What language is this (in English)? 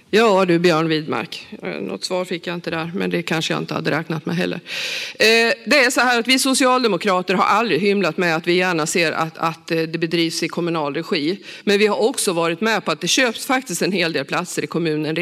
Swedish